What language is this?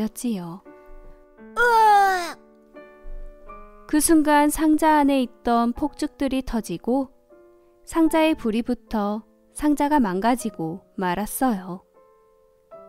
Korean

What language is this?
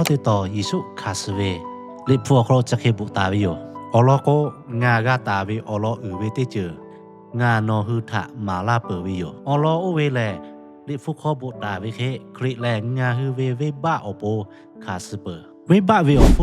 Lahu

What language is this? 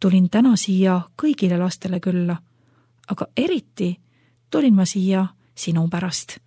Estonian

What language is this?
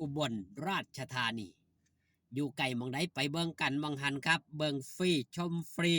Northeastern Thai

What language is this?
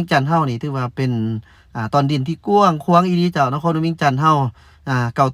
Lao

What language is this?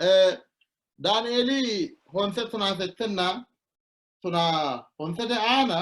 Sidamo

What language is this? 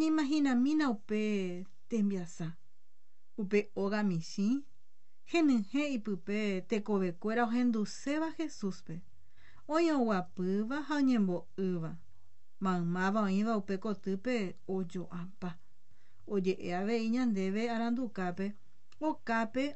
Guarani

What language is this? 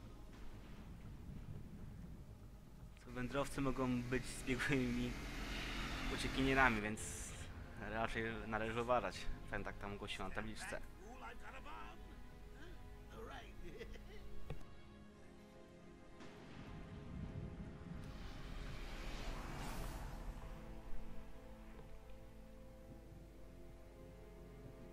Polish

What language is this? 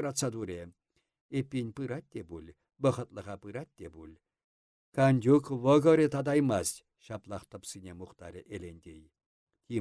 Chuvash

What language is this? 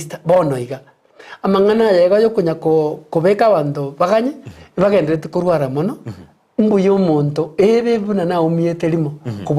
Gusii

